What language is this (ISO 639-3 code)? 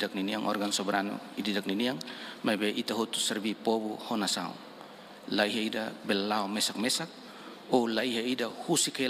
tet